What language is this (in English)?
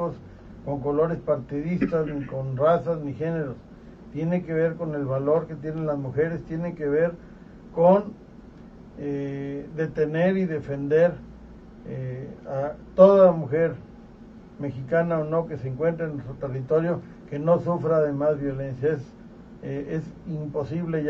Spanish